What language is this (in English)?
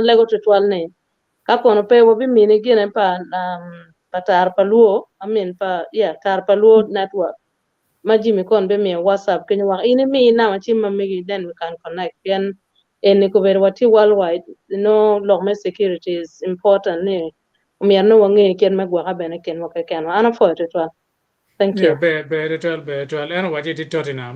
Acoli